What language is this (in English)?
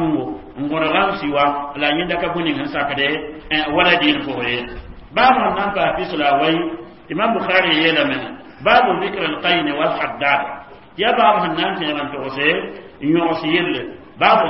Mossi